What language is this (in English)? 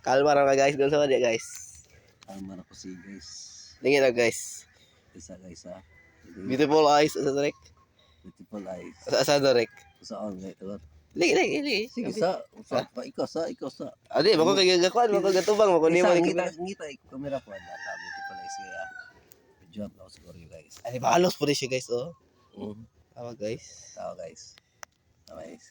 Cebuano